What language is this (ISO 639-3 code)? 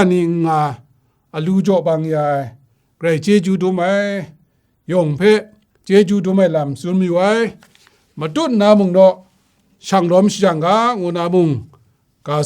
kac